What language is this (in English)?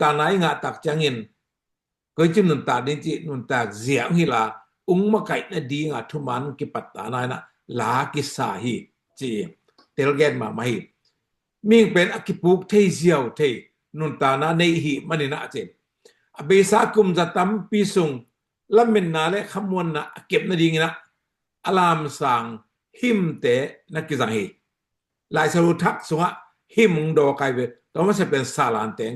Tedim Chin